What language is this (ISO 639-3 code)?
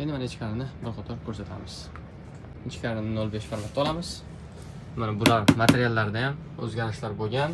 uzb